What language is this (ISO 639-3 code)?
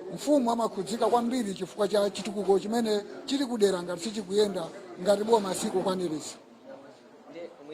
nya